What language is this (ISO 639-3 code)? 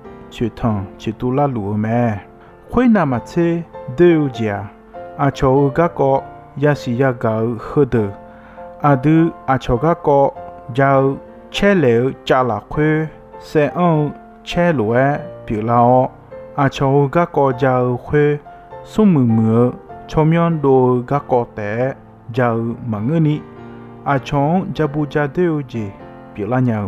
ahk